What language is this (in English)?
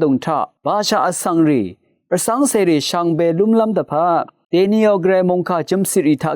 Rawang